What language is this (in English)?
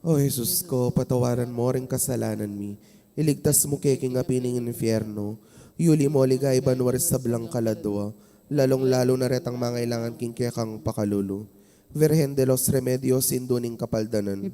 Pampanga